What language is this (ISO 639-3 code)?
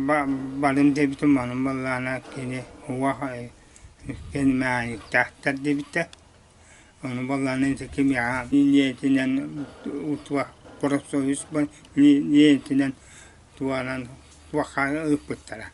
sah